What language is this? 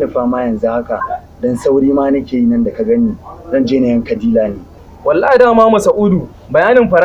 Hausa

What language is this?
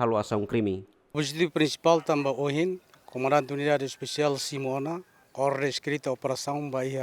Tetum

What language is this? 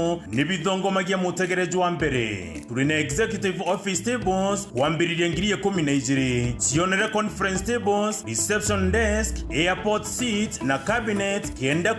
Meru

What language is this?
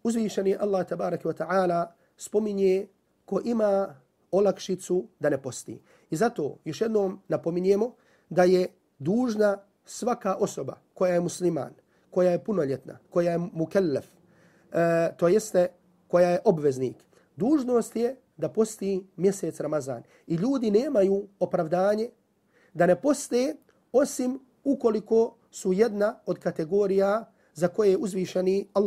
Bosnian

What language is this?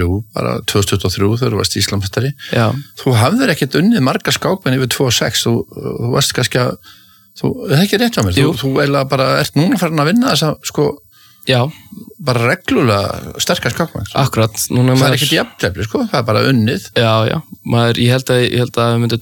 Icelandic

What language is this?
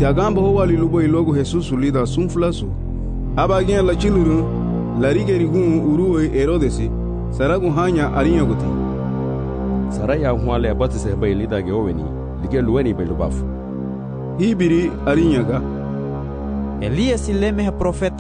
Garifuna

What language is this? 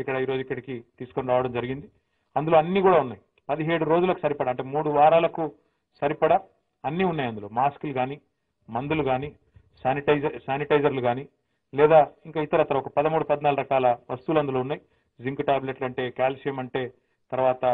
Telugu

